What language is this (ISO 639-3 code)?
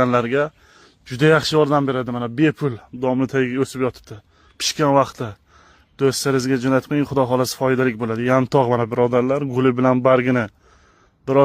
uzb